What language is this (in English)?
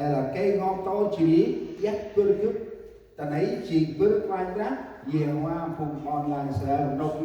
Central Mnong